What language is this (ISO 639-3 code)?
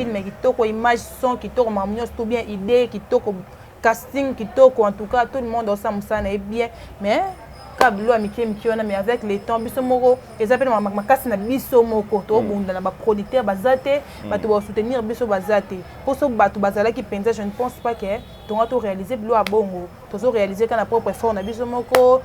lin